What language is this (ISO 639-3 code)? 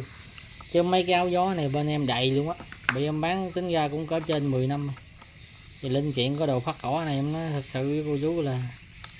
vie